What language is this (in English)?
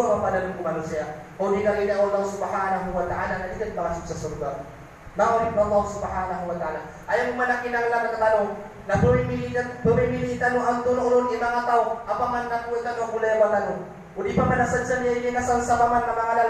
Maranao